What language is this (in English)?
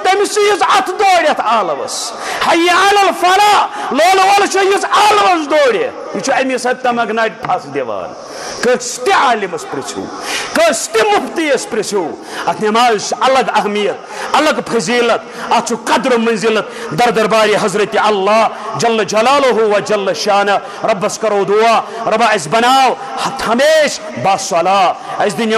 Kashmiri